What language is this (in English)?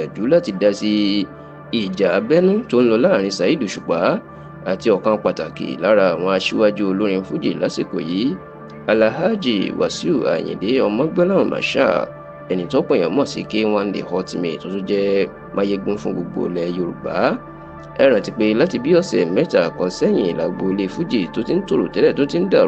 Yoruba